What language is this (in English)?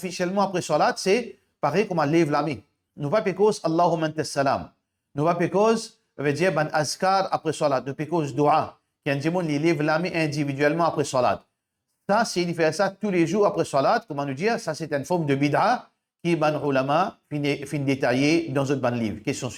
Morisyen